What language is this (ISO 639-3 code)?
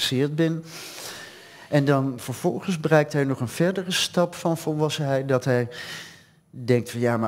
nld